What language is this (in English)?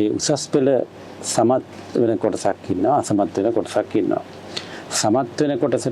Sinhala